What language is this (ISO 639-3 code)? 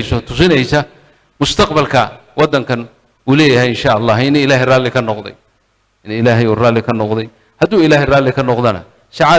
som